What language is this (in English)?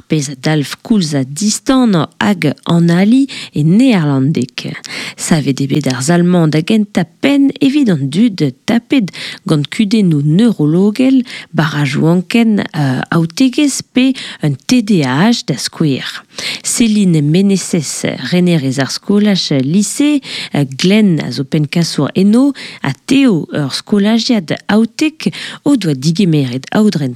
Breton